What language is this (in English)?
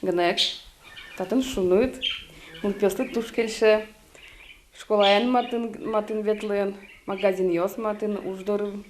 Udmurt